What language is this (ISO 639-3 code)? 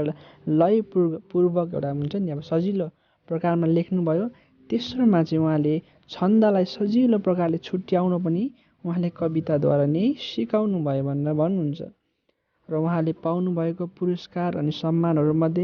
nep